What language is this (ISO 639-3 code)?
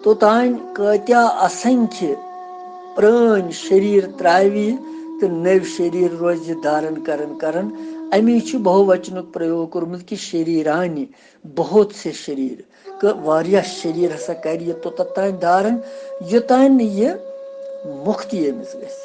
kas